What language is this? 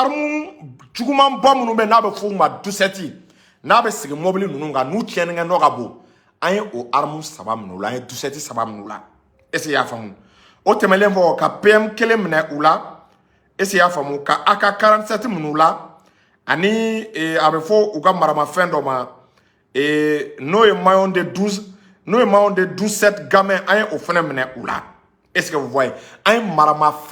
Bambara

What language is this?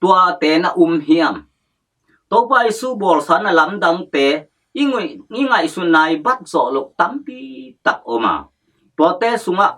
Tedim Chin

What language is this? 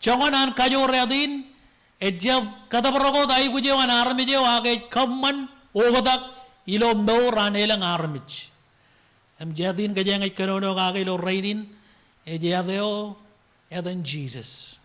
Marshallese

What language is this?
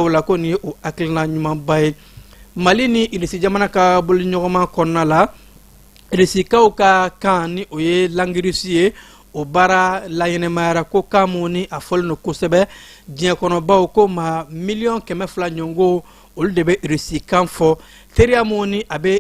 Bambara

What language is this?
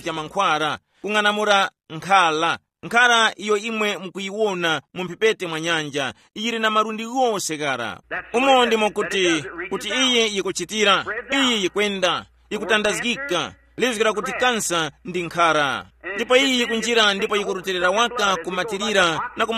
Tumbuka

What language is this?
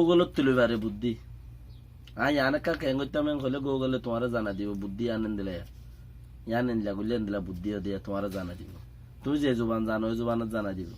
Rohingya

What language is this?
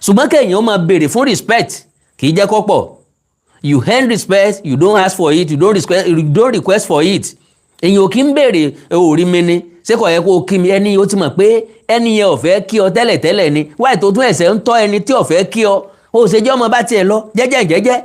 Yoruba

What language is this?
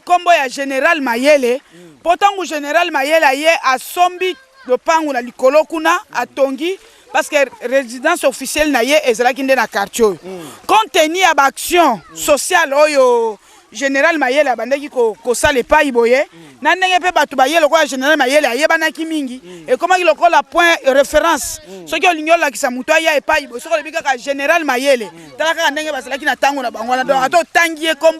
Lingala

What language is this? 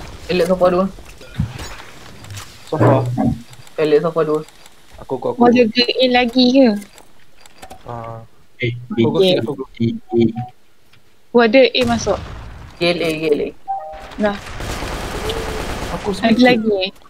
Malay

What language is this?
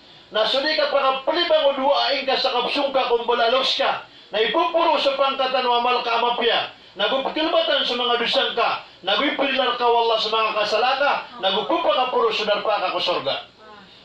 Maranao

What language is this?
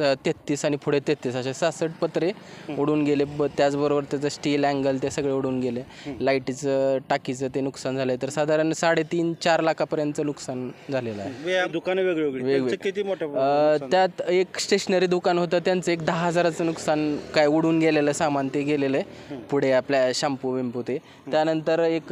Marathi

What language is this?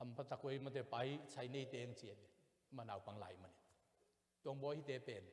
Tedim Chin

